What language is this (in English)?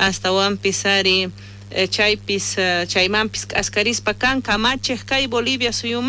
South Bolivian Quechua